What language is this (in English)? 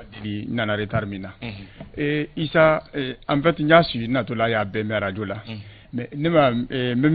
Bambara